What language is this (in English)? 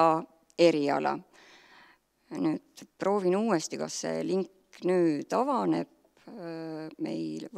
Estonian